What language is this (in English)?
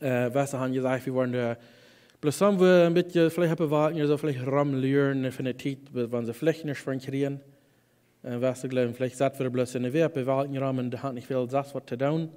Plautdietsch